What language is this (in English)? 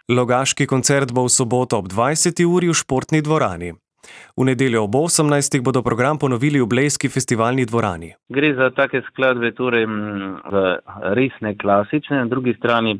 Slovenian